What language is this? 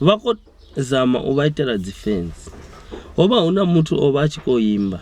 Venda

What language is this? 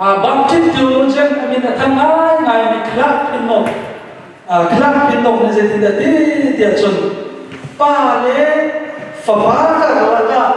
Hakha Chin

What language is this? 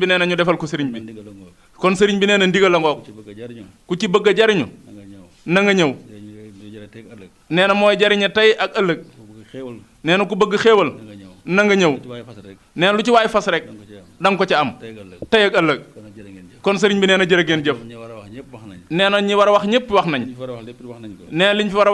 Wolof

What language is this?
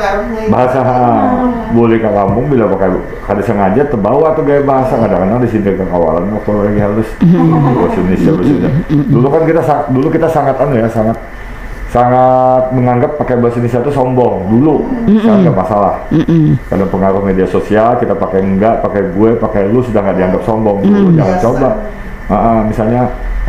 Banjar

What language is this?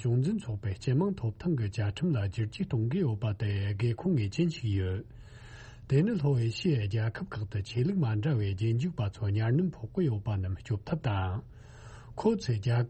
Tibetan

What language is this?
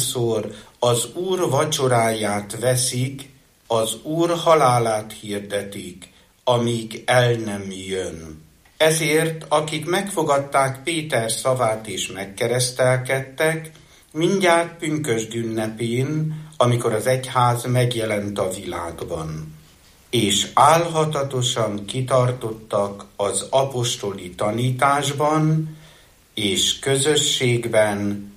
Hungarian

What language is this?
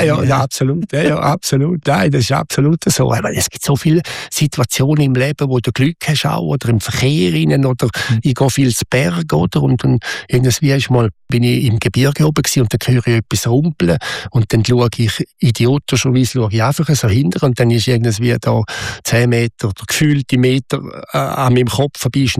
German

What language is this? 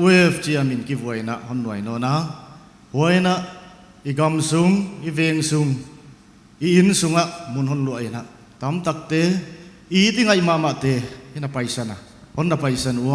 Paite Chin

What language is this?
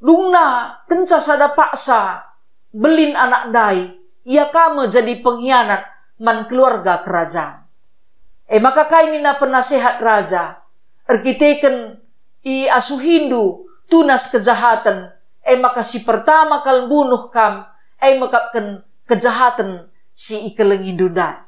Batak Karo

